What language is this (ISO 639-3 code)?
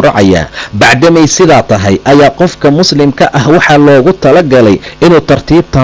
som